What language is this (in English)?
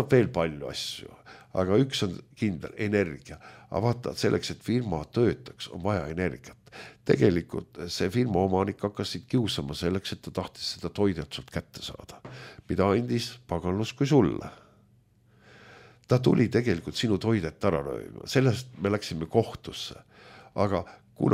Estonian